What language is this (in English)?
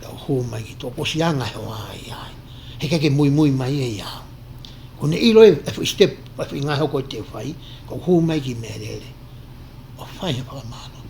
Tongan